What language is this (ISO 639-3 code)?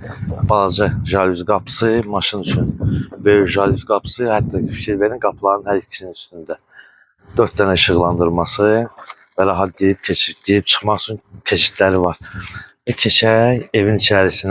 aze